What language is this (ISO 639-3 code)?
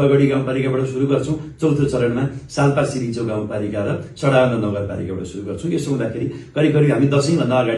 nep